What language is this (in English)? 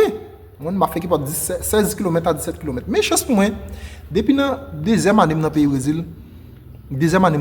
Haitian Creole